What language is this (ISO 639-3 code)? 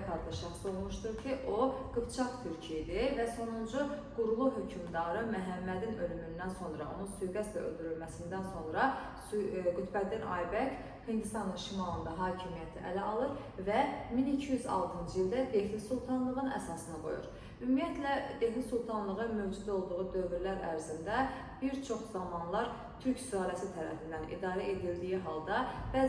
aze